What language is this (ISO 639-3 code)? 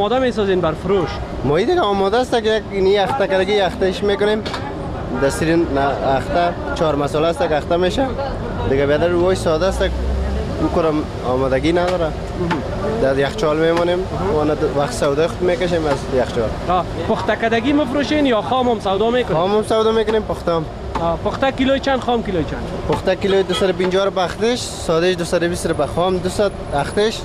fas